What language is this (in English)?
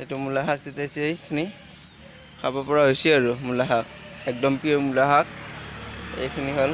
Assamese